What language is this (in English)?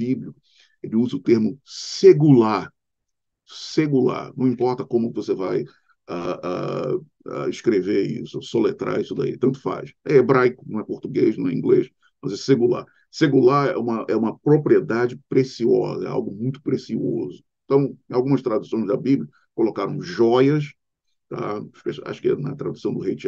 Portuguese